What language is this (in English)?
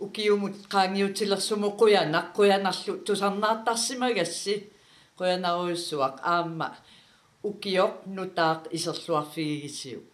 Kalaallisut